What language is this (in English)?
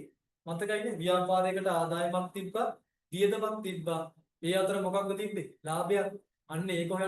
Sinhala